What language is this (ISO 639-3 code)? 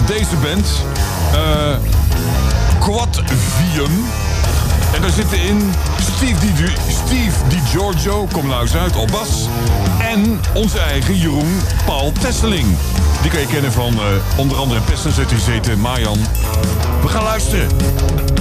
nld